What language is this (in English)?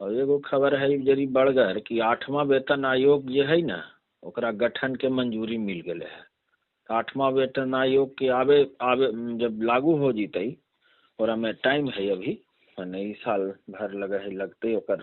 Magahi